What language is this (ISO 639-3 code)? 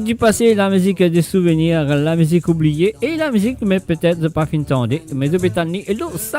mfe